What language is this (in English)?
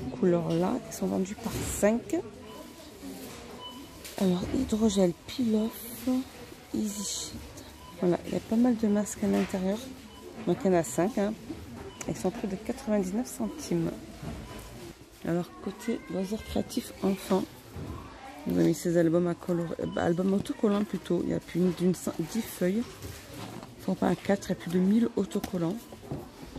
French